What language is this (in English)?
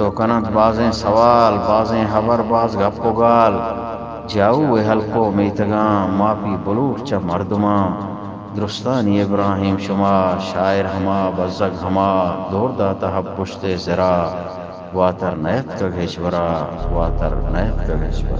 Eastern Balochi